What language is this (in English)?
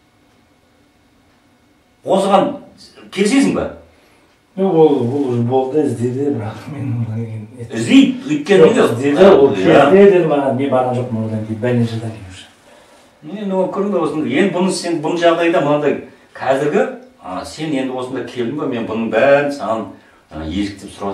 Kazakh